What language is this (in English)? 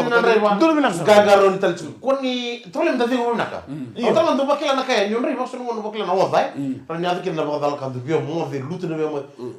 Fijian